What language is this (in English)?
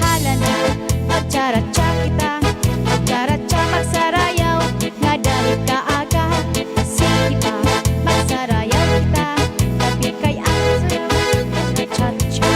Waray